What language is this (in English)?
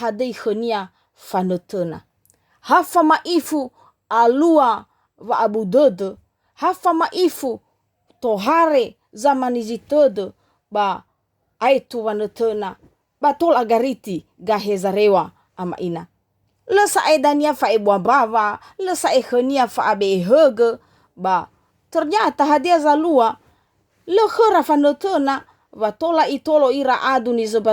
Nias